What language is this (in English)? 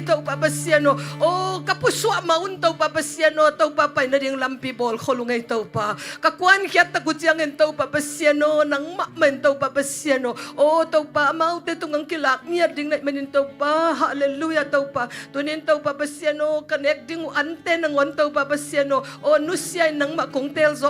Tedim Chin